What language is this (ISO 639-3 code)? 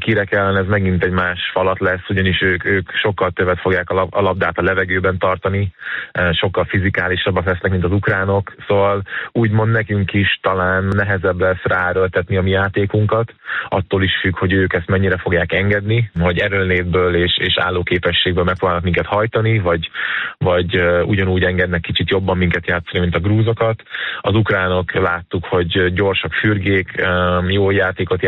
hun